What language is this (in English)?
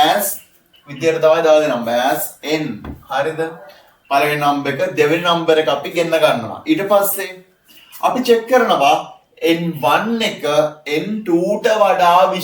Sinhala